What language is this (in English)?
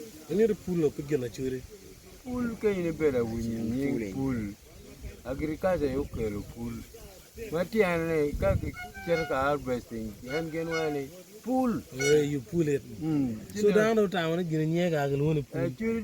Acoli